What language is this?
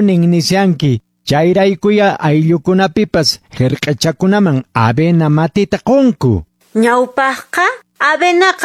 Quechua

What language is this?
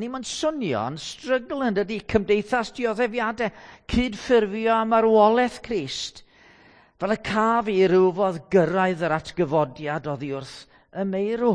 Welsh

